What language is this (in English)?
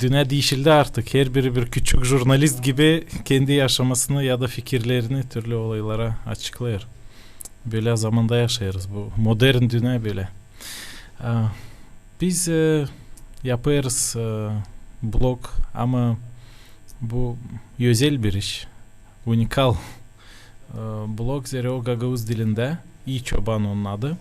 Gagauz